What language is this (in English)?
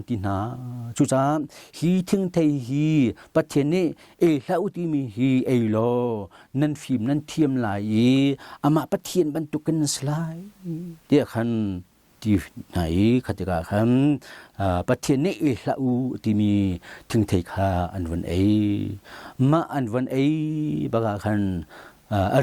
Hakha Chin